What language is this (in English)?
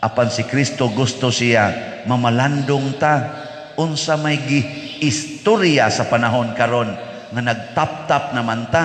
Cebuano